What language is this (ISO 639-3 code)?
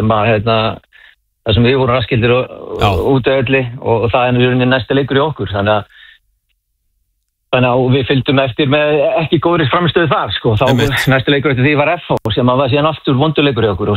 isl